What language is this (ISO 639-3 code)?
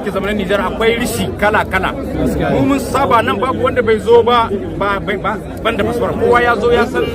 hau